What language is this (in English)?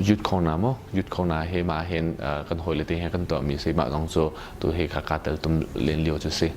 Hakha Chin